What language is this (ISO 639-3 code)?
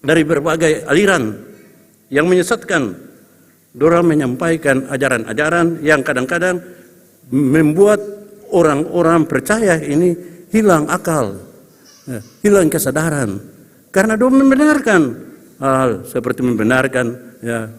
abs